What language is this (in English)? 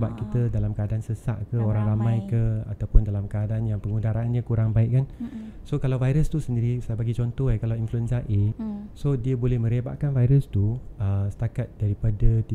Malay